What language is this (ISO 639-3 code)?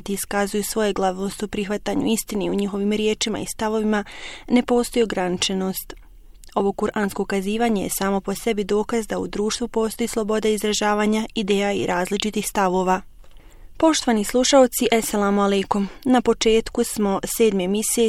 bos